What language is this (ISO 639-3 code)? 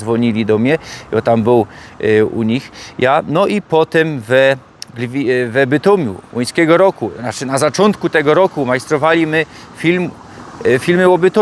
szl